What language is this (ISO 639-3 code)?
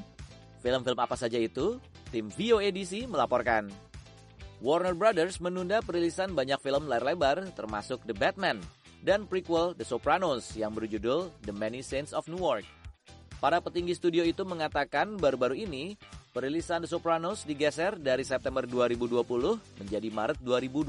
ind